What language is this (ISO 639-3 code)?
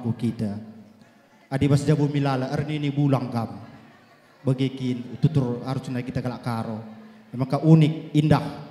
btx